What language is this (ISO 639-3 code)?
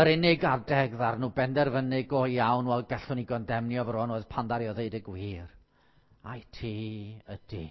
cym